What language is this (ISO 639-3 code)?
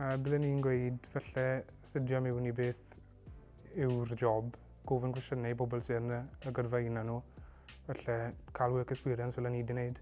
cym